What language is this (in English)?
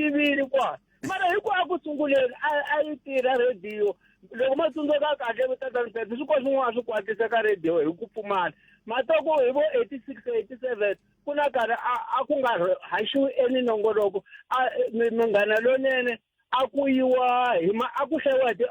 Tsonga